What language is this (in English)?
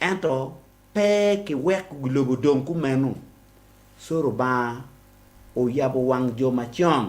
Acoli